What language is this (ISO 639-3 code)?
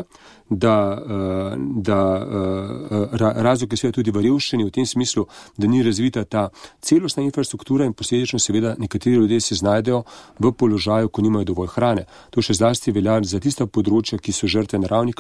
slv